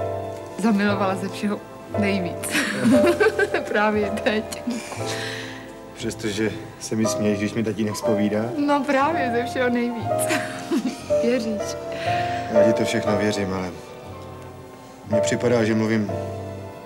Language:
Czech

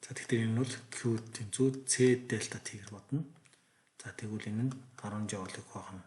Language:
Mongolian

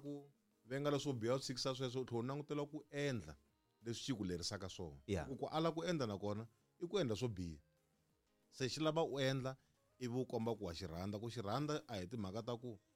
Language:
Tsonga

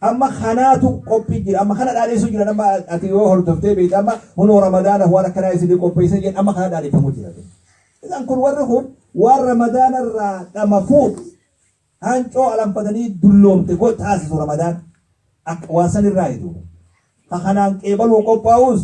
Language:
Oromo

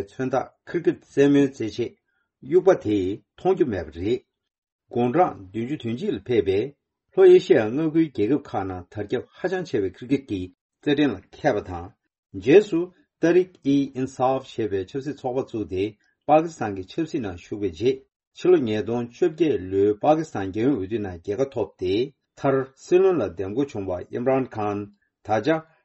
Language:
Tibetan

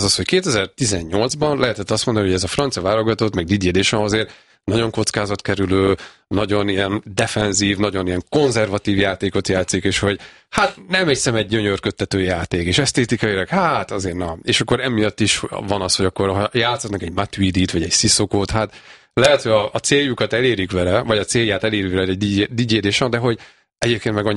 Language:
Hungarian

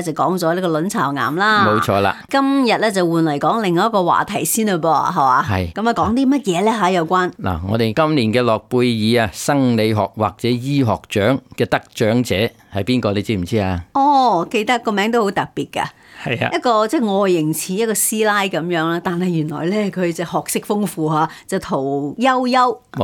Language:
Cantonese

